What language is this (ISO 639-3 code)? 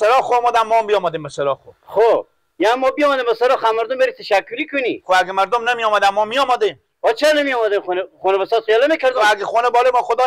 fas